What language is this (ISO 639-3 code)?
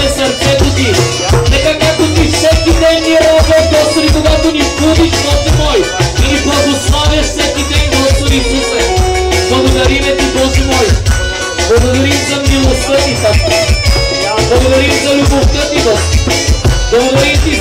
bul